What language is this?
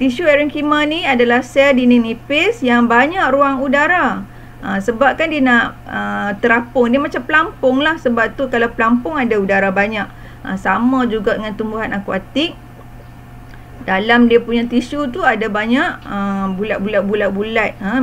Malay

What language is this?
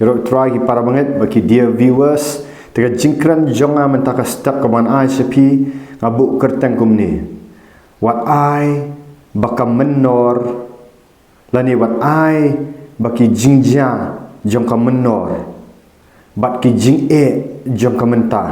Khasi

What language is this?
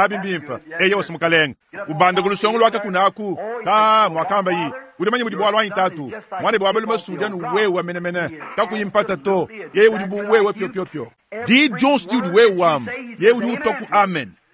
Luba-Lulua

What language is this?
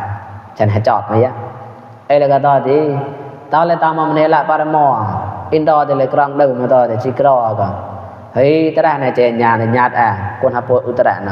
Mon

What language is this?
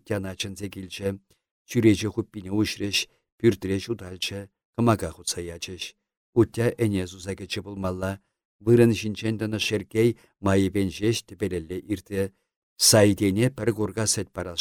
Chuvash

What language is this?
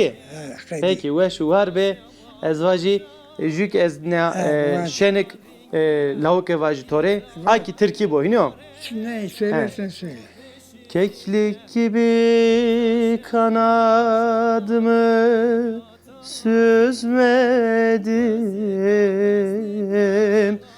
Zaza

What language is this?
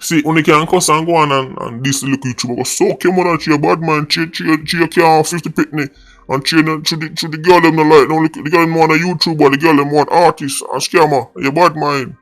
Jamaican Creole English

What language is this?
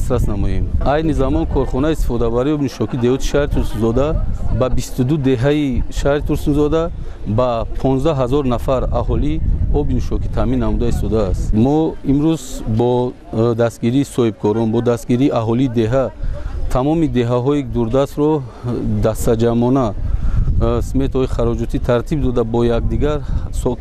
Tajik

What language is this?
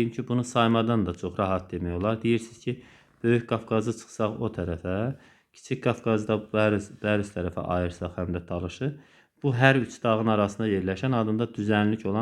Azerbaijani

